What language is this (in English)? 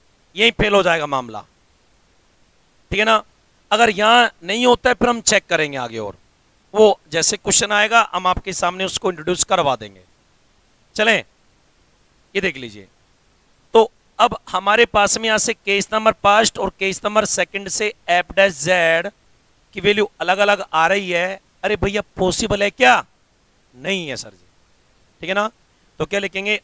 Hindi